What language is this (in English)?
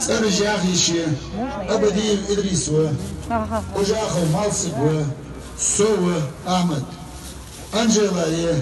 Ingush